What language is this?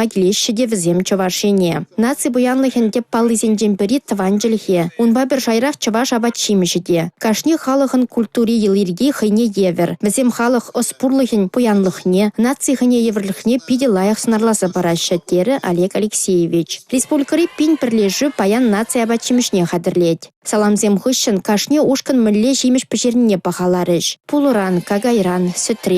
Chuvash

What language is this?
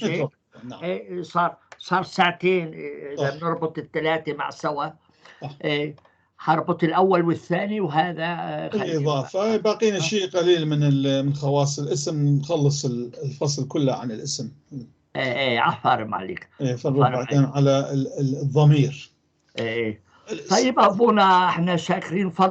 North Levantine Arabic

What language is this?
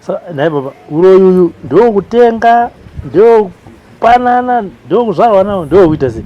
Shona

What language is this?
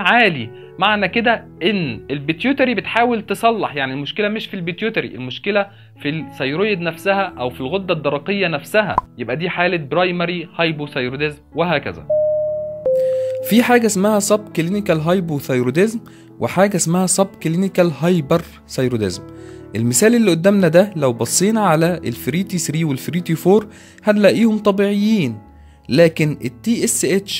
Egyptian Arabic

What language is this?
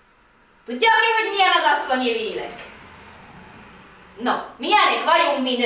Hungarian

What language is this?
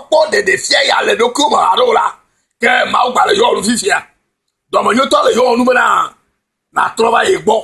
Ewe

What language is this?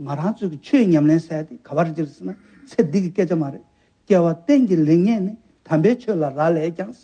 Tibetan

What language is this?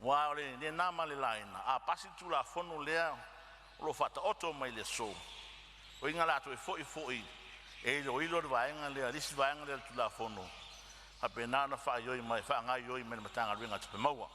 Samoan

